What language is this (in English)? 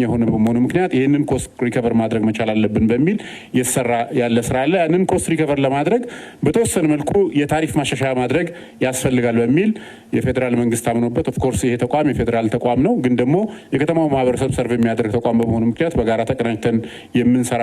Amharic